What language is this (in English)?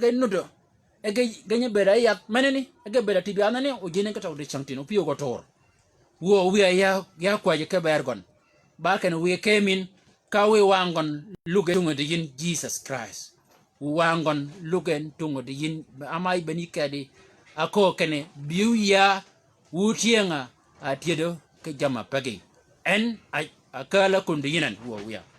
Shilluk